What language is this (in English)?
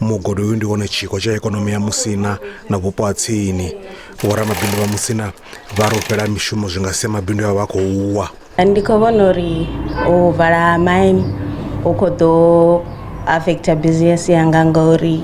Venda